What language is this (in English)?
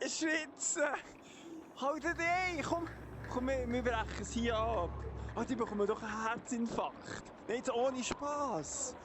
Swiss German